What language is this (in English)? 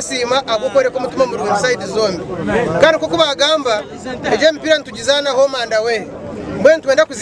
Nyankole